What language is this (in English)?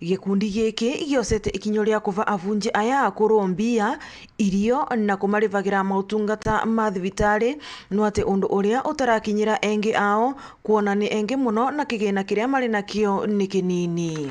Meru